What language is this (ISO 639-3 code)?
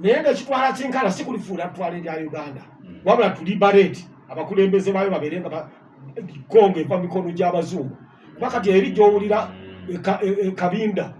lug